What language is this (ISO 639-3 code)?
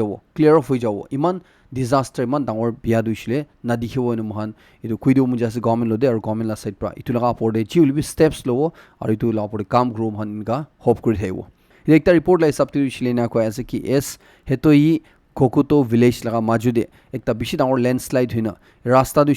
nag